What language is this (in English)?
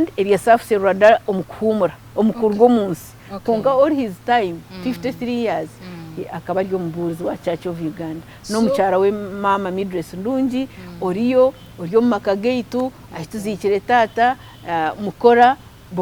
Nyankole